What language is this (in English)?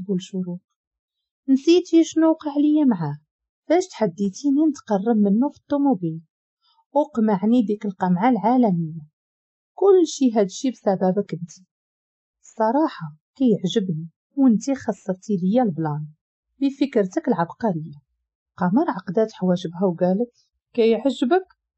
Moroccan Arabic